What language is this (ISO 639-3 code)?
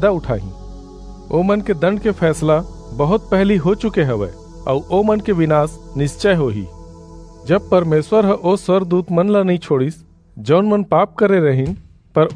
hne